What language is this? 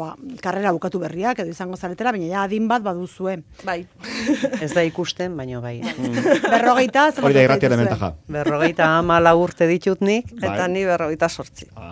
Basque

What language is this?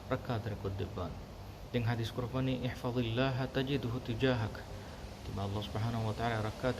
Divehi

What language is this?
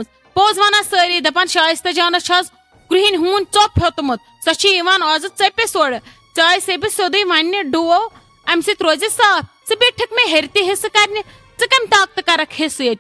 Kashmiri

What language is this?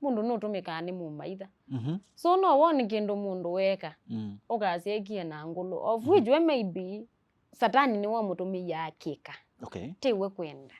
Kamba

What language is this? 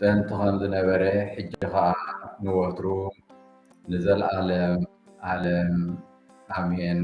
Tigrinya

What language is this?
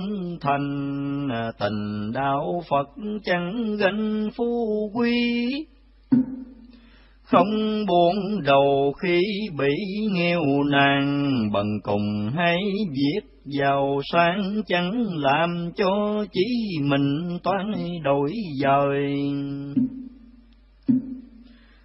Vietnamese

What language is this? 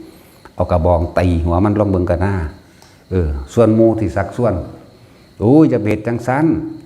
Northeastern Thai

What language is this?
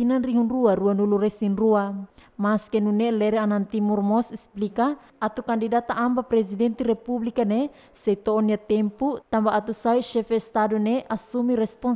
Tetum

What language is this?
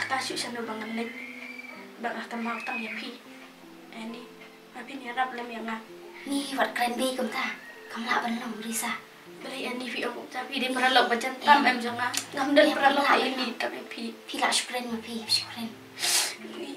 Khasi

